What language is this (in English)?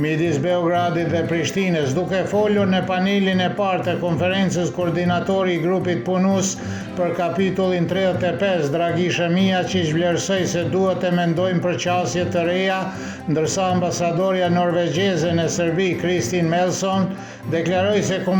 Albanian